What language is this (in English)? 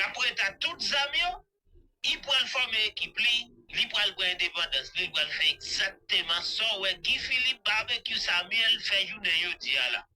Haitian Creole